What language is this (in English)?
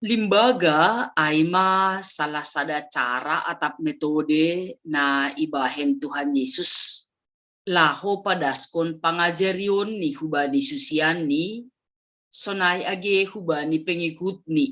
Batak Simalungun